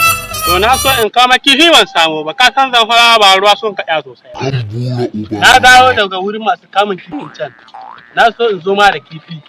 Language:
Hausa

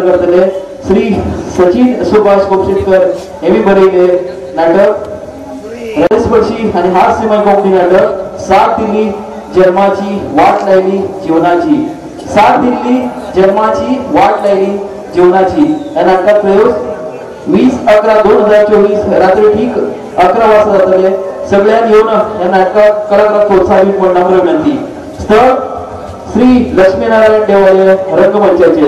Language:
Konkani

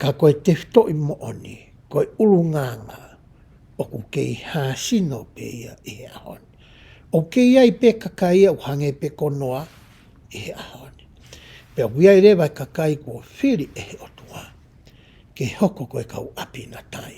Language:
Tongan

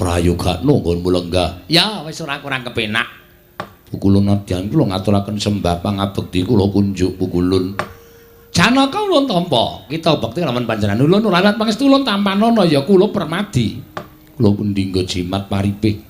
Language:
Javanese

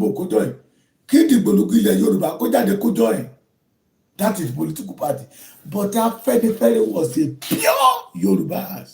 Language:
Yoruba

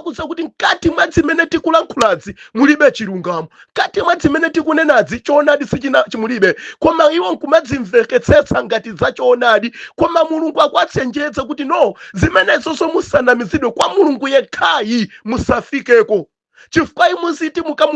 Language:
Nyanja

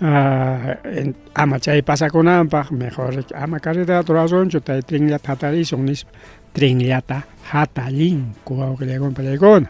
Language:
Ayacucho Quechua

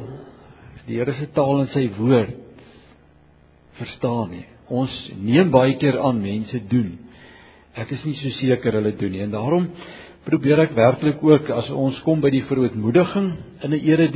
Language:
Afrikaans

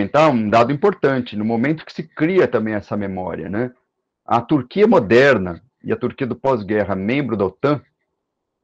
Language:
Portuguese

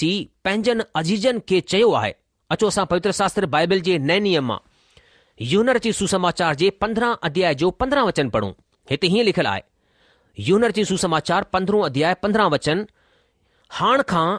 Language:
Sindhi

